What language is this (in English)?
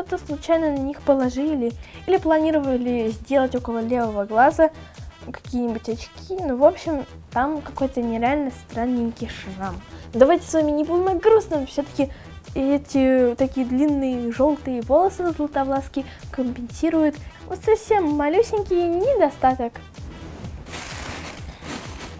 Russian